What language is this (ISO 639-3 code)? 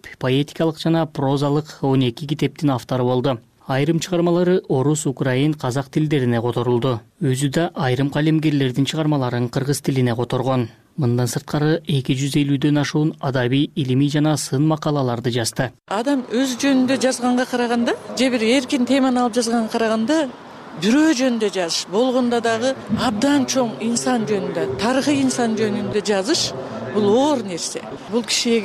kir